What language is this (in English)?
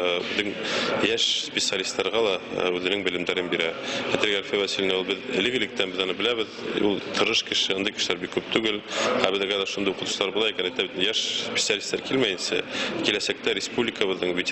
Bashkir